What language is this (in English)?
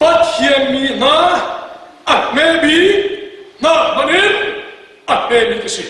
Hakha Chin